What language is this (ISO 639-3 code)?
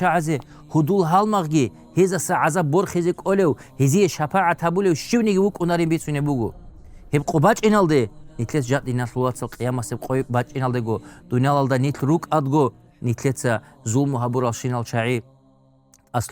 ava